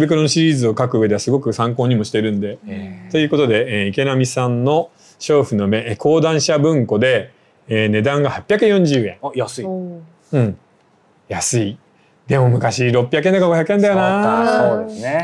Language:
Japanese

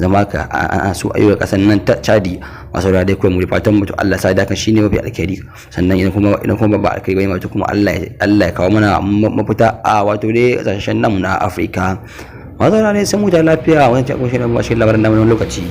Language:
Hausa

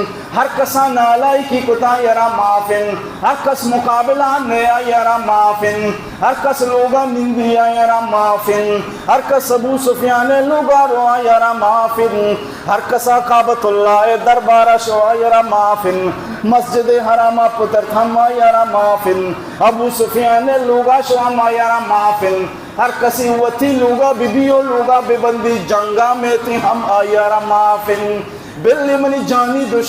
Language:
Baluchi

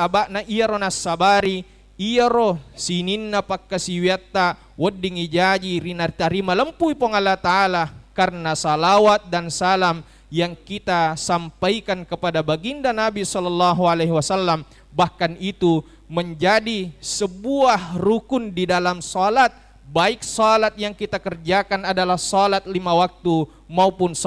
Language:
Buginese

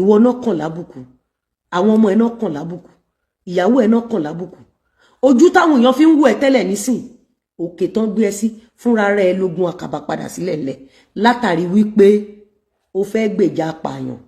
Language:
Yoruba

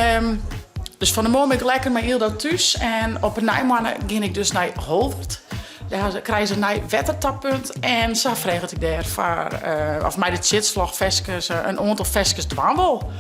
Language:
Western Frisian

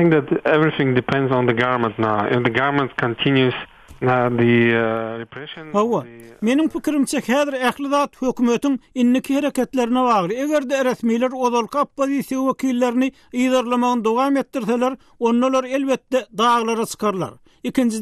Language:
Turkmen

